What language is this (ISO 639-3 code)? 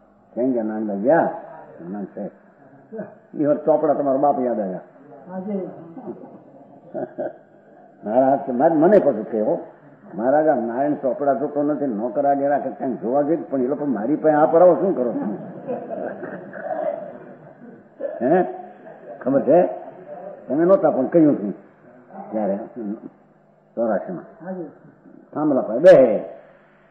guj